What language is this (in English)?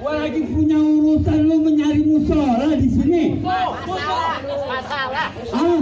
Betawi